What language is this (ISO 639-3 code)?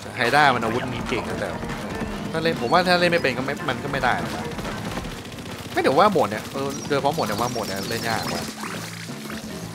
tha